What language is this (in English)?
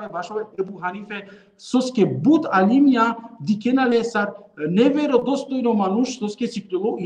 Balkan Romani